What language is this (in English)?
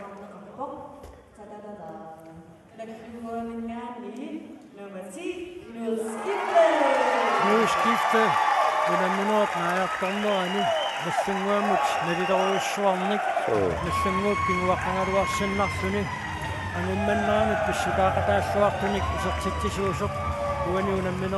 Kalaallisut